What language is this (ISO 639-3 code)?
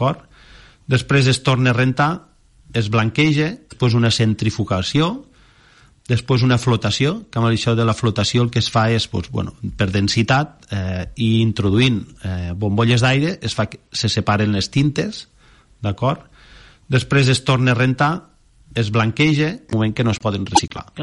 cat